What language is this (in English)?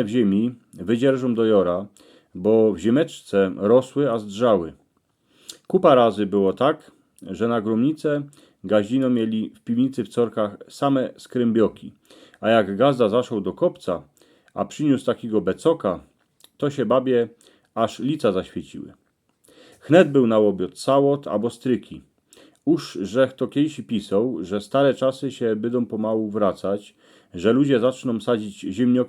Silesian